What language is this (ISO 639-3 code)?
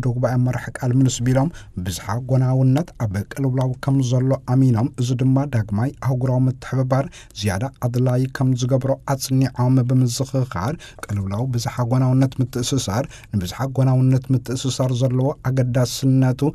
tir